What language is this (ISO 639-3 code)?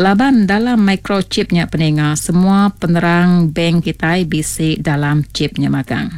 iba